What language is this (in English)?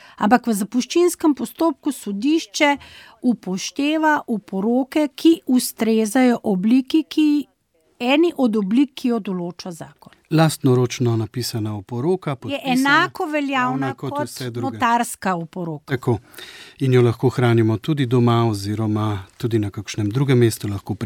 Slovenian